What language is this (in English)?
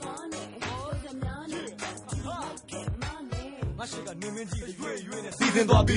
Burmese